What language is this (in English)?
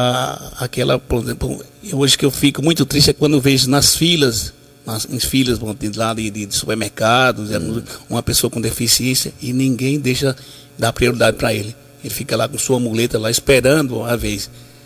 Portuguese